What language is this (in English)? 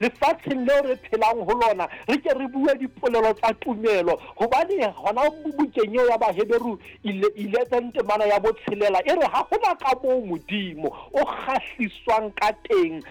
Southern Sotho